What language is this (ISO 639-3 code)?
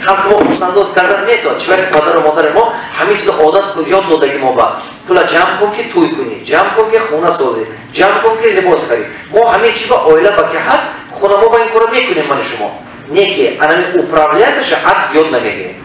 tgk